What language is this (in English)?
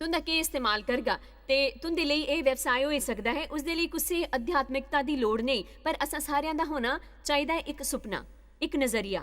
Dogri